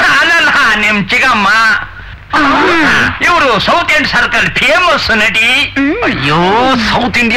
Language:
Kannada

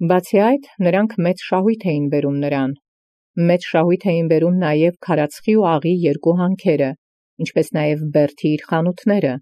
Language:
Armenian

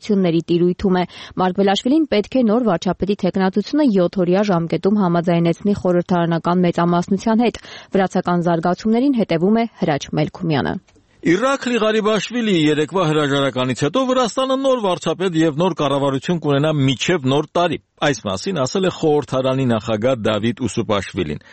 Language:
Armenian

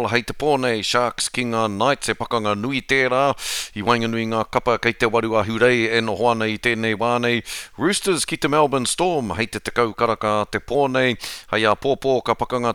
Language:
Māori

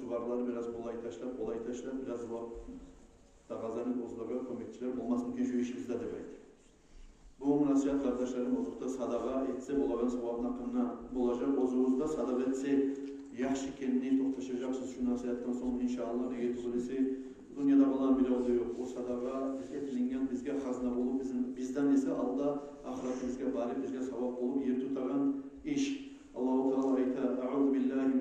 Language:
Kumyk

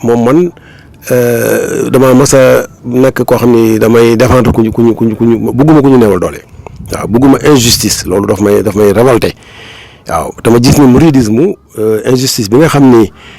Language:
Wolof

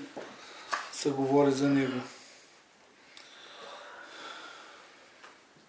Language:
Bulgarian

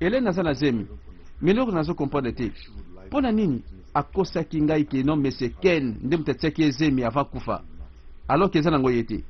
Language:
Lingala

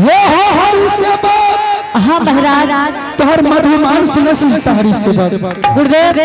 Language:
Angika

